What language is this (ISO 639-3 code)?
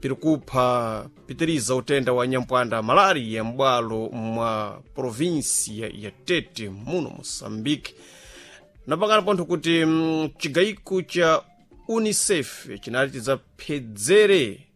seh